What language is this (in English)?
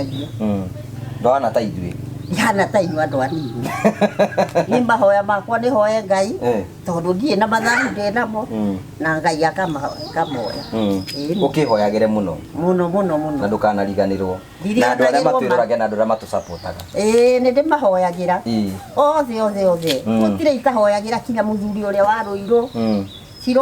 Kikuyu